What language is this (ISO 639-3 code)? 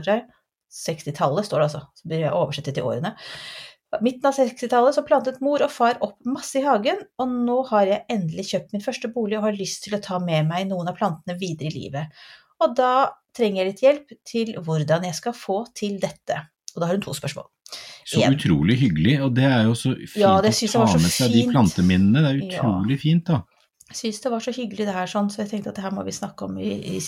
nor